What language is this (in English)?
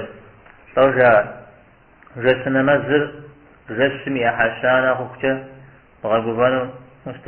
Kabardian